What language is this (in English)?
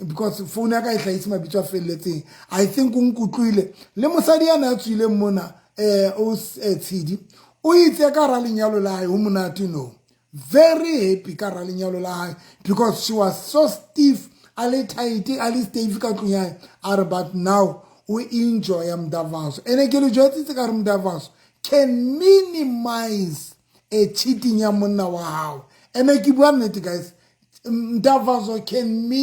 Southern Sotho